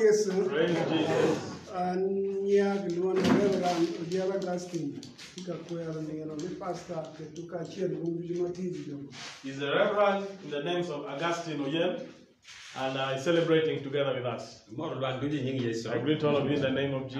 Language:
Acoli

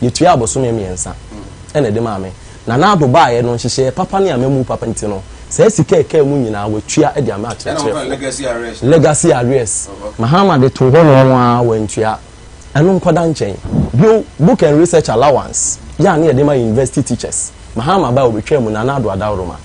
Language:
Akan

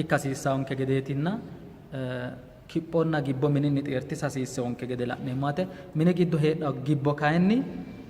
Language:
Sidamo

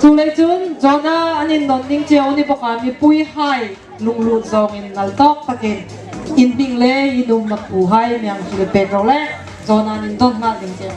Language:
Hmar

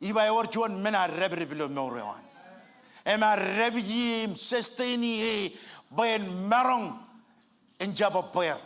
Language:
Marshallese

